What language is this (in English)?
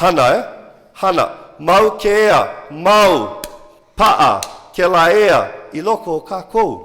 Hawaiian